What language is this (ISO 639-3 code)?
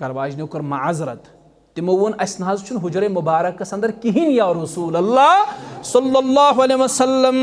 kas